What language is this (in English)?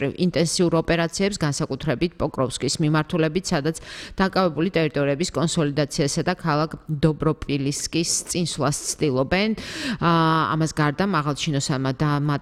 Georgian